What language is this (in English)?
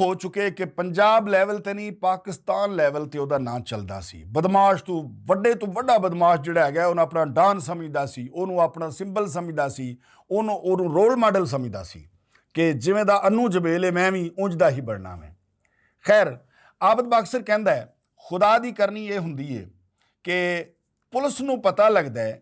Western Panjabi